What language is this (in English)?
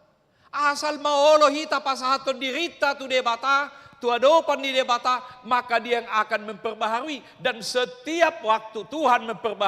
Batak Toba